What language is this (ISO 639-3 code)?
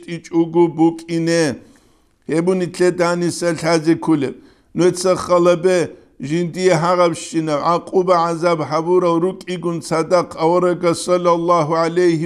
ava